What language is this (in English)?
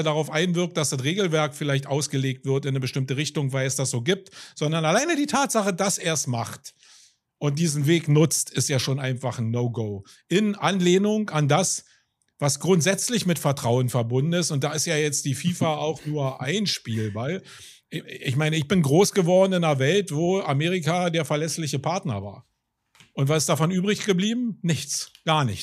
German